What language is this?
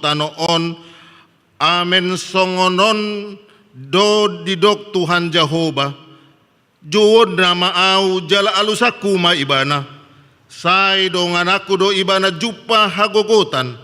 Batak Toba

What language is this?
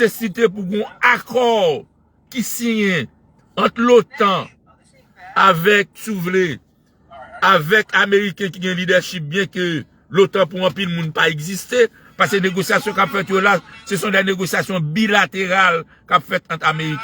Haitian Creole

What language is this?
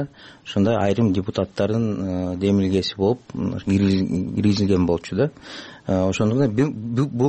Kyrgyz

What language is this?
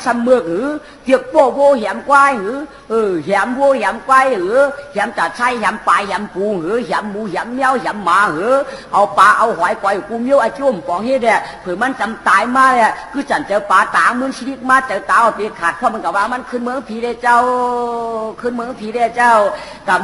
Shan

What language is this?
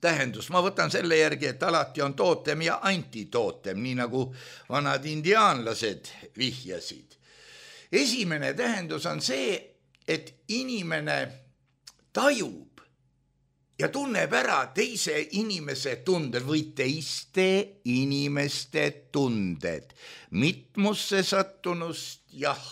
Estonian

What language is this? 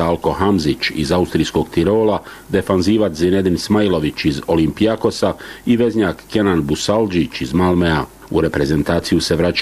Bosnian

